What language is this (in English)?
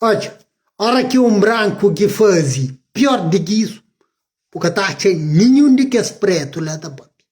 Kabuverdianu